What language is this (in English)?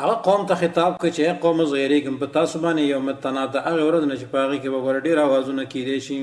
Pashto